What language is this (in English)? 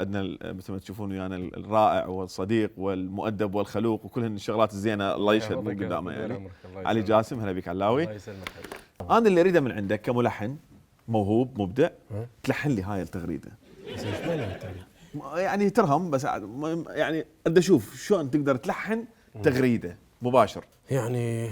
Mesopotamian Arabic